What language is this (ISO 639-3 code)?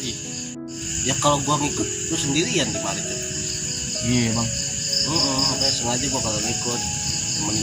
bew